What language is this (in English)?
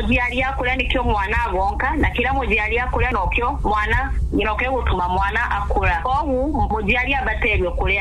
Meru